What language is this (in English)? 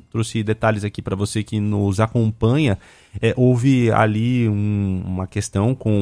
Portuguese